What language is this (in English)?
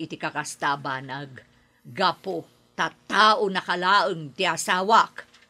Iloko